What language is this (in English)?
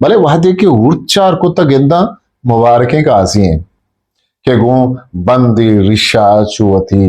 Eastern Balochi